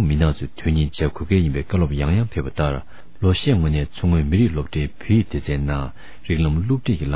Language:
Tibetan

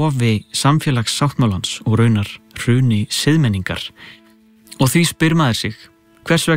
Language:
Icelandic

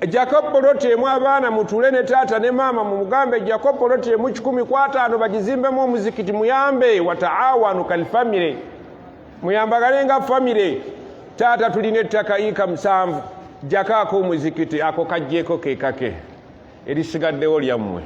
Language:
Ganda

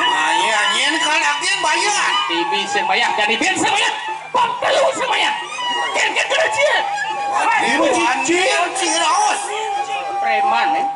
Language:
Balinese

